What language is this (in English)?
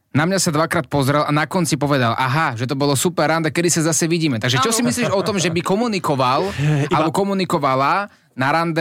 Slovak